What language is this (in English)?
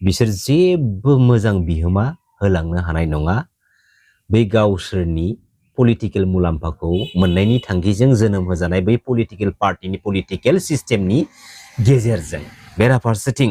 Bodo